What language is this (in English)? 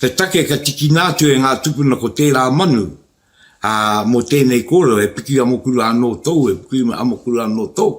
Māori